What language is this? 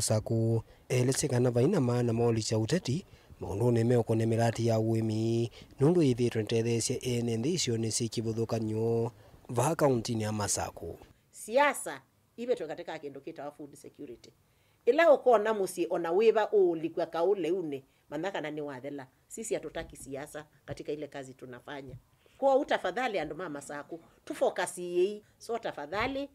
Kamba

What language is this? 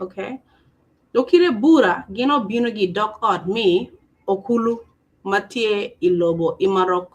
Acoli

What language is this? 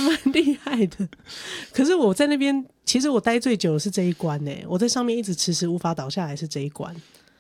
Chinese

